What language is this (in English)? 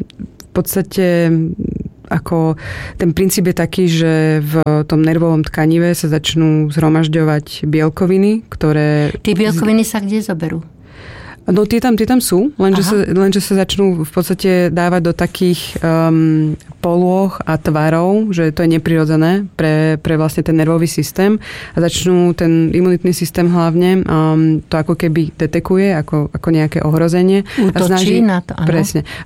Slovak